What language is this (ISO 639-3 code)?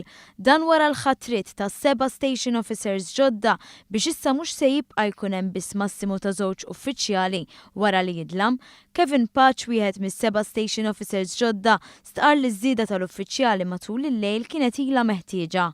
mlt